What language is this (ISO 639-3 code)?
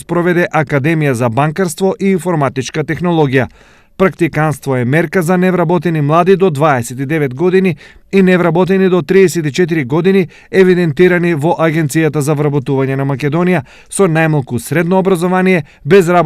mkd